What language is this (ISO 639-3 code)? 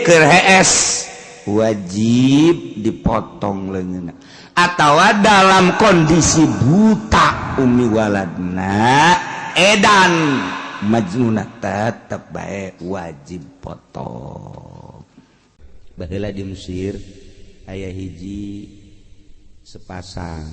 sun